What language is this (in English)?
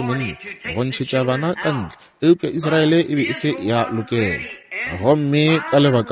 Northern Sotho